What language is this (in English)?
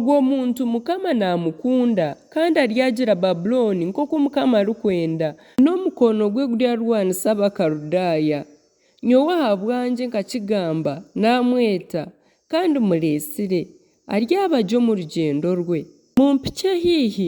Nyankole